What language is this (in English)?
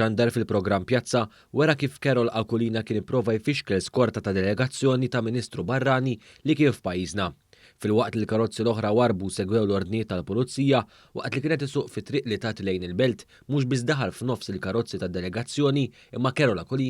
Maltese